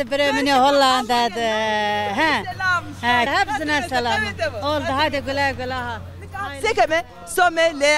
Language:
Zaza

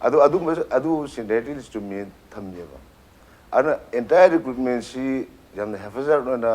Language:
Manipuri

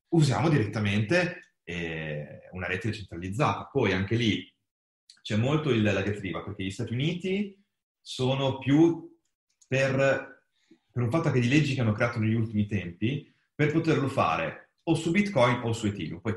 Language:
Italian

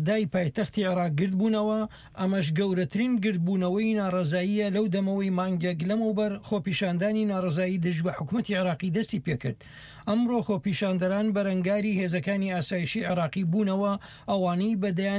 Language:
Central Kurdish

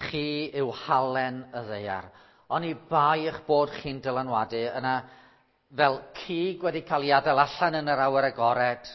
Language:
Welsh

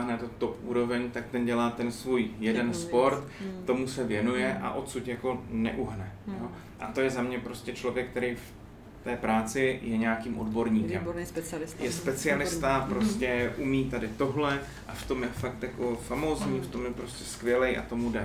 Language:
Czech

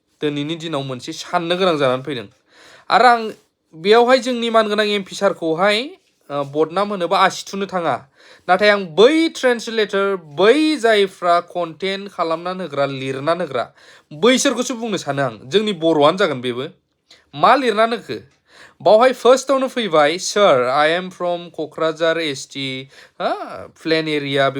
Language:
Bodo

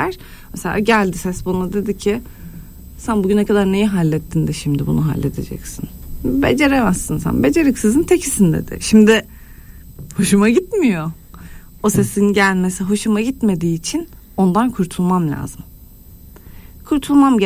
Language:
Turkish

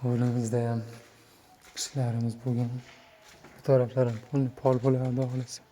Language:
Uzbek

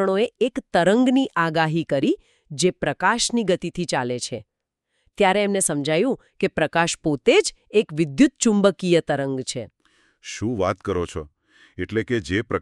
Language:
Gujarati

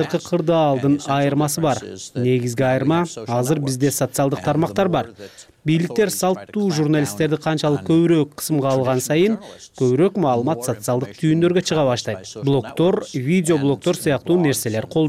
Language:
Kyrgyz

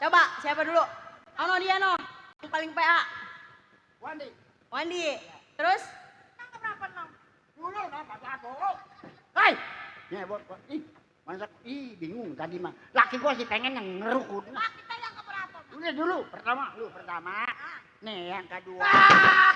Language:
Betawi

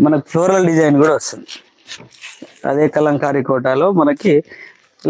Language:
Telugu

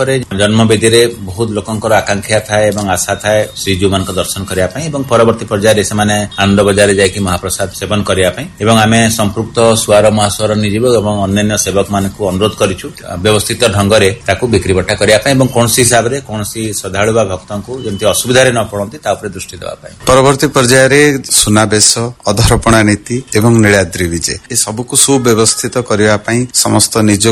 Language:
Odia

